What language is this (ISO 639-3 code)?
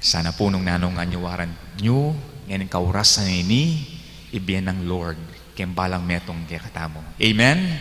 pam